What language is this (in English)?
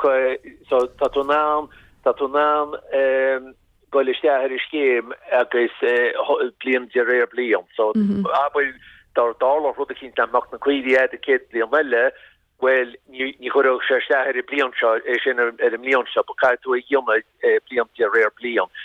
Irish